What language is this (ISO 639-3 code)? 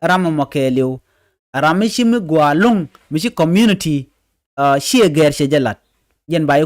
nus